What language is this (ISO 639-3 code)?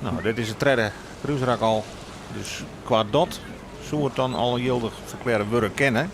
fry